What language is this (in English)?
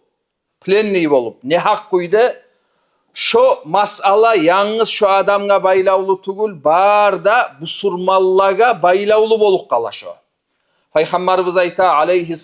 Kumyk